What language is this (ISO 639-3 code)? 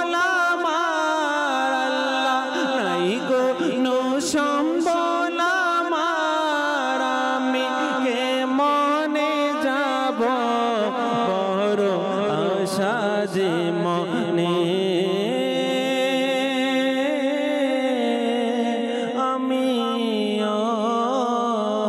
ben